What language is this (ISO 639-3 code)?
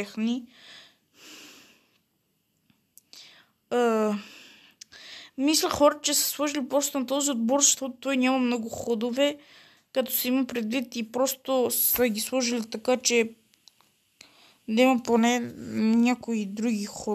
bul